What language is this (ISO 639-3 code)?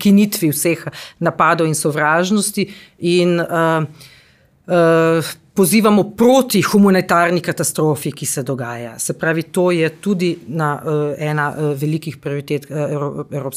slv